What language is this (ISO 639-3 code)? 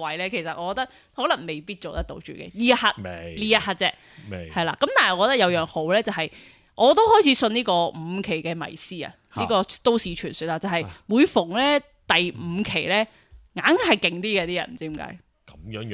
yue